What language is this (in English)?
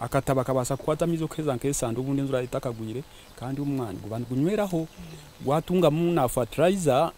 Nyankole